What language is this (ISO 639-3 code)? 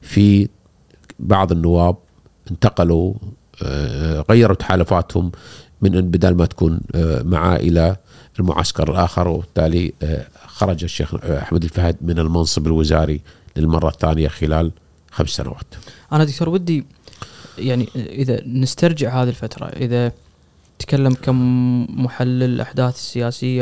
afb